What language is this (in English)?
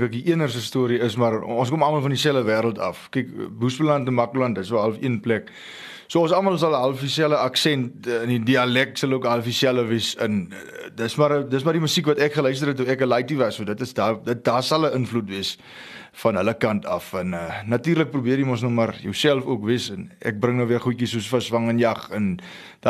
Afrikaans